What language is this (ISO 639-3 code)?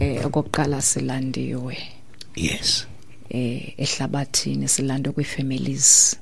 xho